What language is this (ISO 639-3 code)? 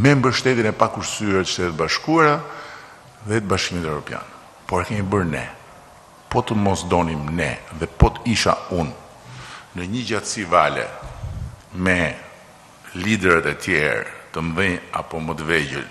sqi